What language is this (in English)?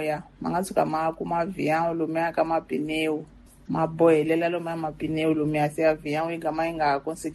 Tsonga